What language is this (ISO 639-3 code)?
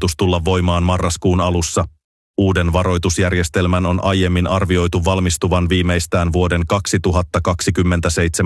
fin